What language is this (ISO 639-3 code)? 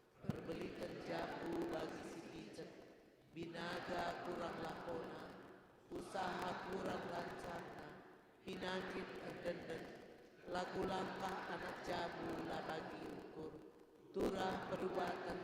btx